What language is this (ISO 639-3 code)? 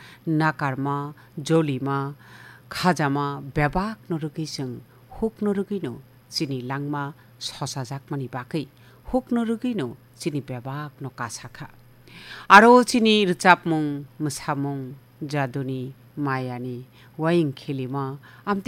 trp